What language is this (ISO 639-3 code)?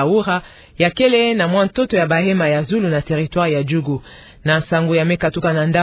ktu